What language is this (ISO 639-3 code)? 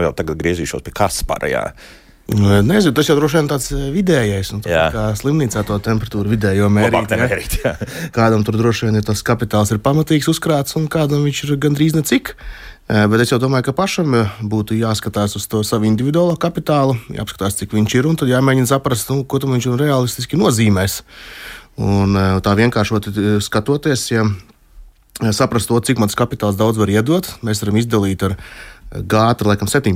lav